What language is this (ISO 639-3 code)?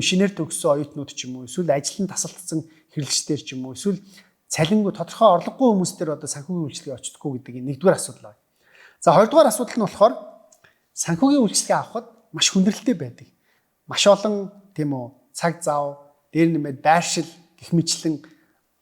mon